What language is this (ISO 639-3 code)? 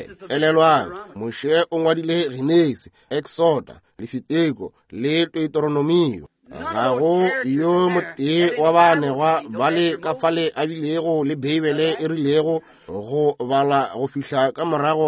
nso